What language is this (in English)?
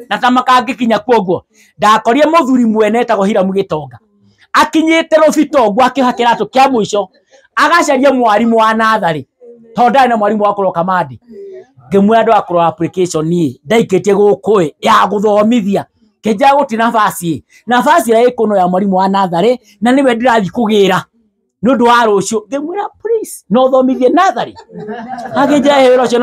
Kikuyu